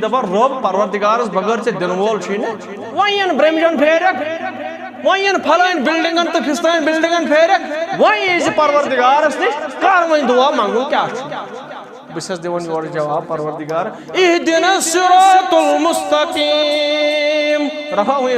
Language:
Kashmiri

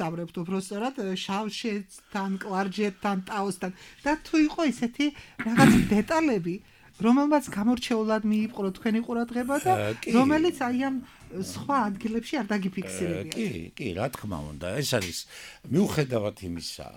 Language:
Georgian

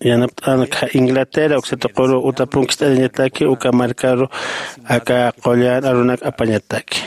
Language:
Aymara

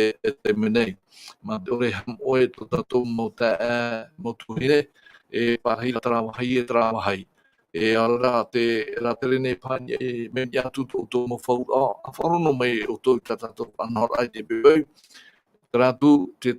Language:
Tahitian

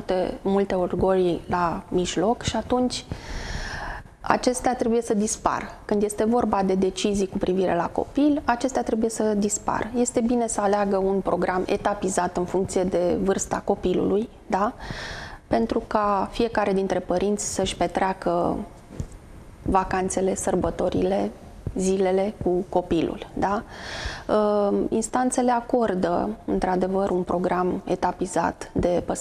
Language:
Romanian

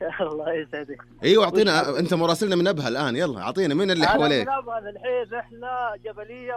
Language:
Najdi Arabic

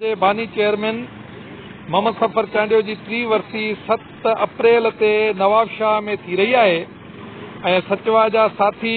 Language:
Sindhi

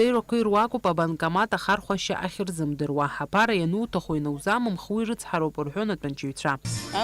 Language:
Abkhazian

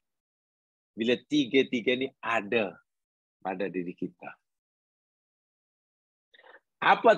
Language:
Malay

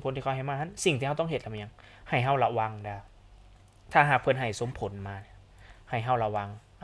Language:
Lao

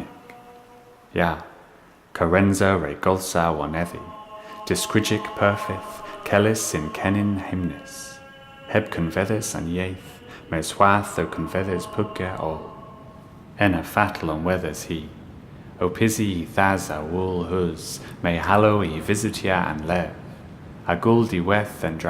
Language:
Cornish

